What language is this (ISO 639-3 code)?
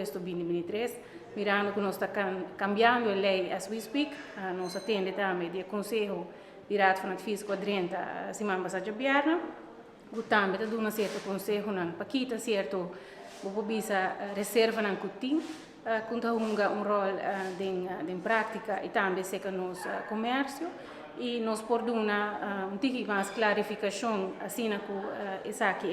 pap